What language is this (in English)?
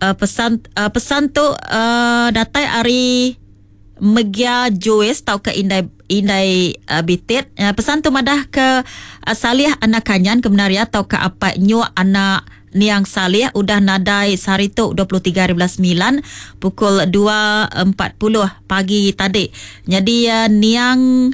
Iban